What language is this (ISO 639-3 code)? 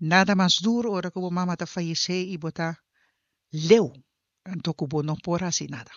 pap